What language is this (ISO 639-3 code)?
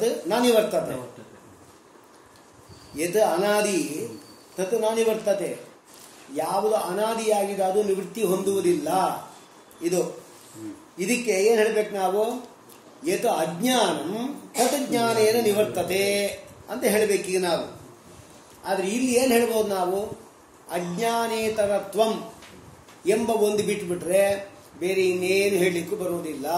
kan